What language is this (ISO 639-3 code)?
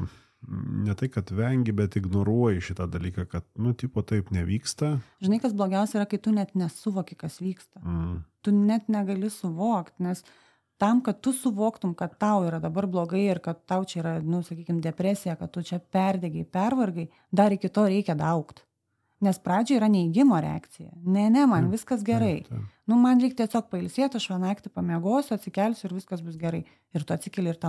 lit